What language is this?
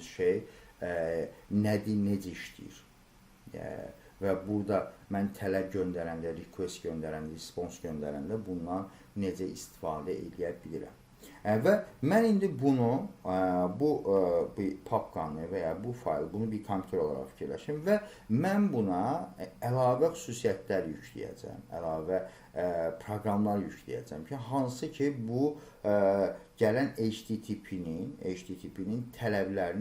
Azerbaijani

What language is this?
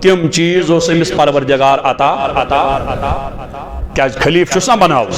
Kashmiri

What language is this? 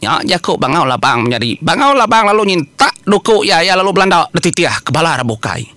Iban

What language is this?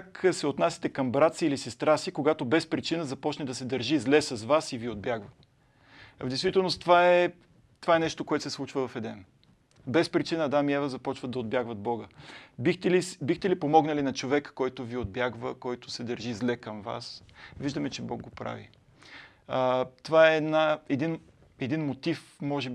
Bulgarian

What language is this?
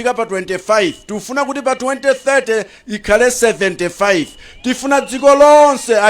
Nyanja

